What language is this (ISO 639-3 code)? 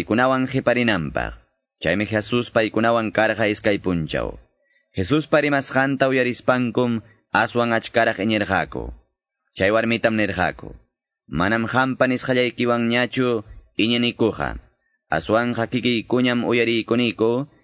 que